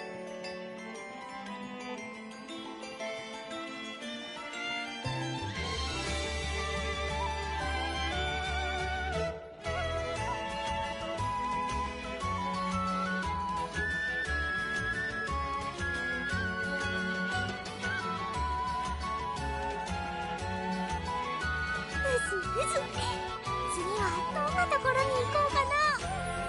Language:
Japanese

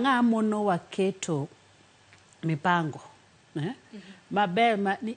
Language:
Luo (Kenya and Tanzania)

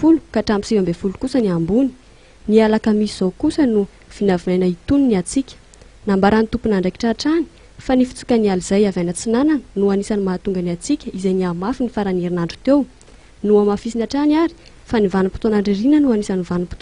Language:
Malagasy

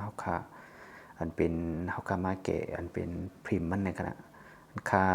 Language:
Shan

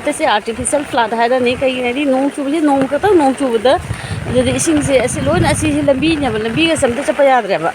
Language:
Manipuri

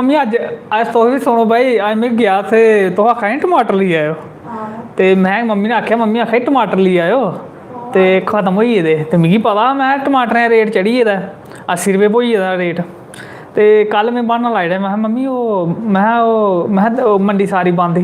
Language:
Dogri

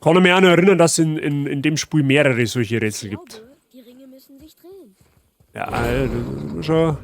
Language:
Bavarian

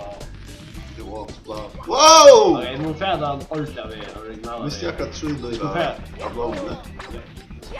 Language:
Faroese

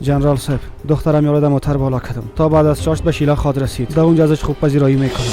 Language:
Persian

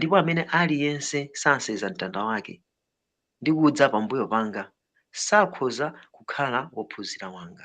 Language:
Nyanja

